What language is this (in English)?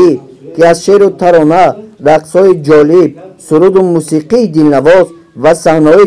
Tajik